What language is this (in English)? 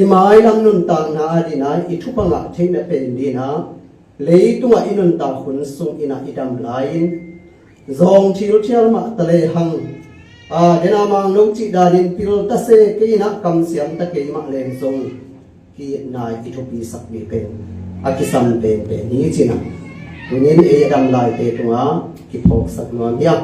Tedim Chin